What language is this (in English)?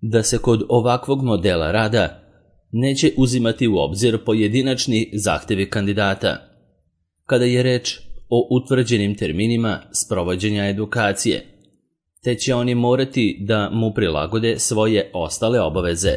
Serbian